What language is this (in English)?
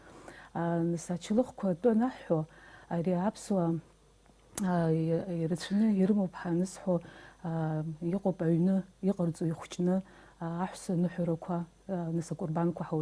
Abkhazian